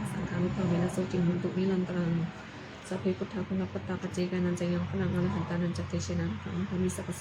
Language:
Pali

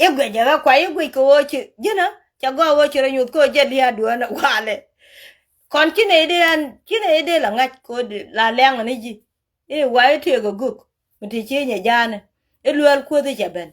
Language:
Nuer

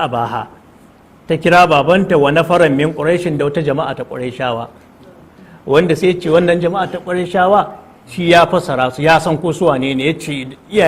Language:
Hausa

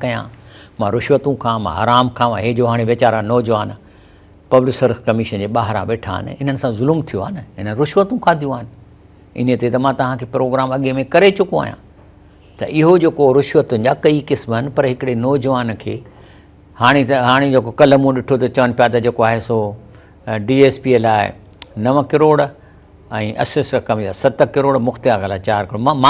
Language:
Sindhi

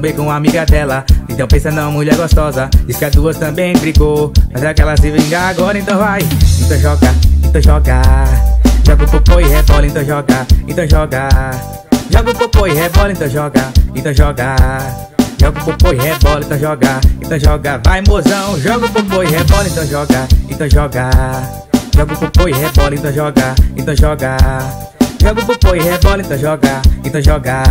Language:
Portuguese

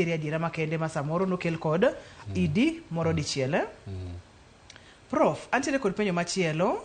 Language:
Luo (Kenya and Tanzania)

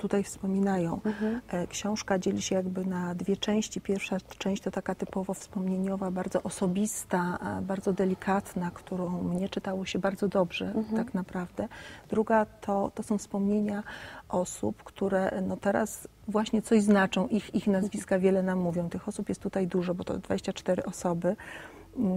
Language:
Polish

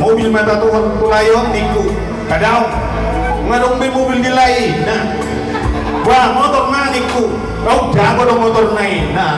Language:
Batak Toba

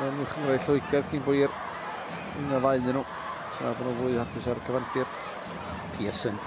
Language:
Welsh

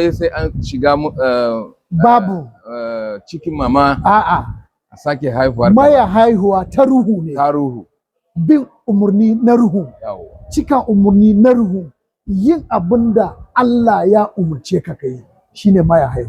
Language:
Hausa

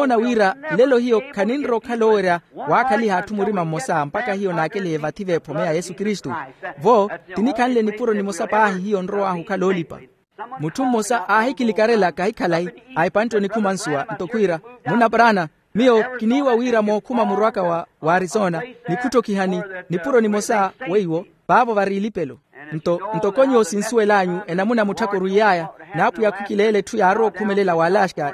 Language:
Makhuwa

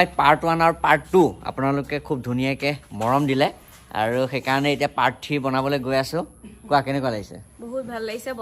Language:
Assamese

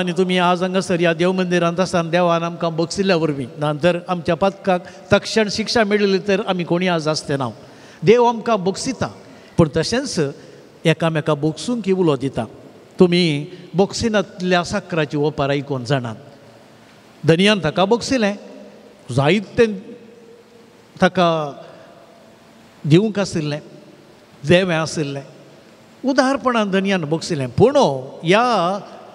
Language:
Konkani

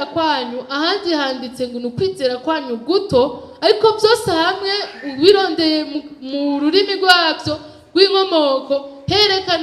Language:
Rundi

